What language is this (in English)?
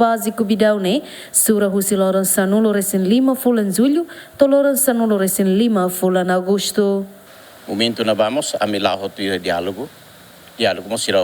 Tetum